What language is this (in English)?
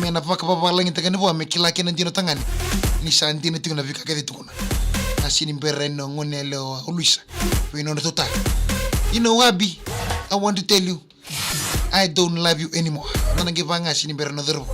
Fijian